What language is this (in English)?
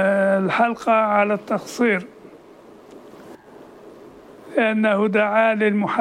Arabic